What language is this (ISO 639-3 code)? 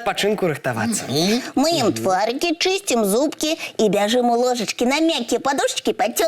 bel